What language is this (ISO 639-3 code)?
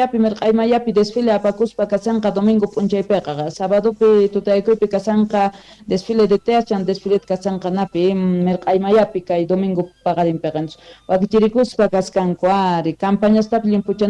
quh